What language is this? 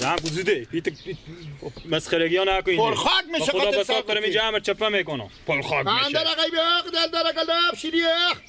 Persian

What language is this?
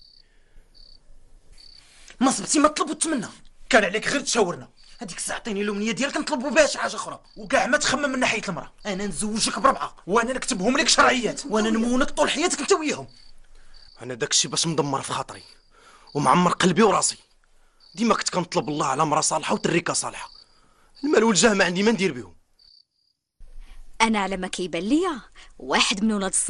Moroccan Arabic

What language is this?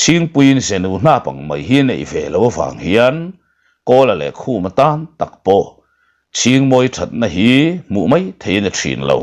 Mizo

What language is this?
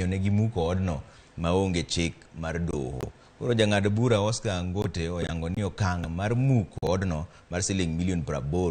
Luo (Kenya and Tanzania)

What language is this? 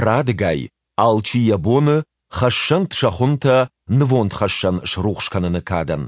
Ossetic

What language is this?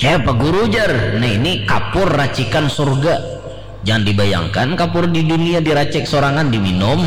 Banjar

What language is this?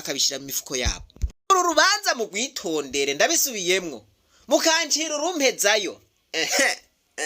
Rundi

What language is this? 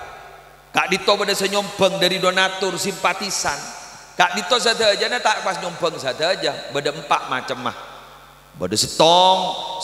Madurese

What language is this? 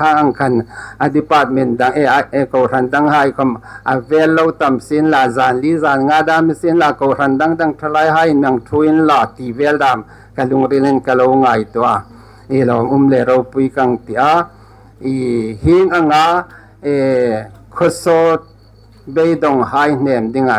Hmar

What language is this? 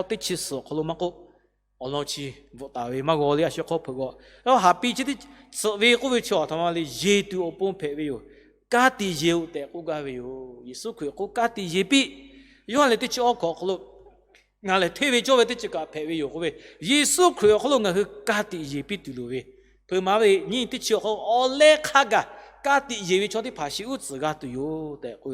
Lahu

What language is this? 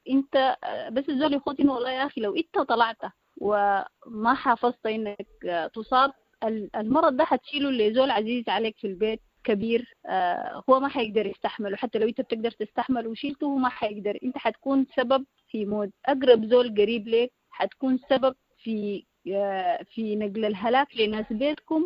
Sudanese Arabic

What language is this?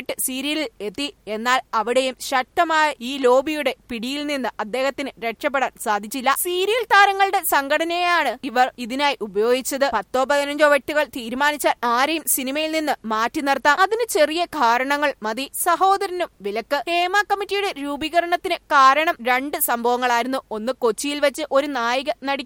Malayalam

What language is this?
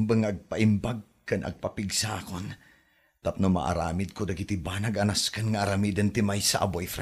Iloko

